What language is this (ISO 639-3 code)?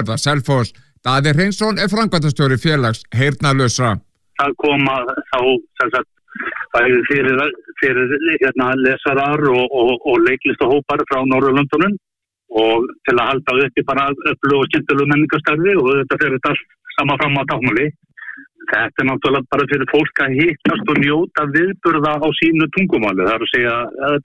isl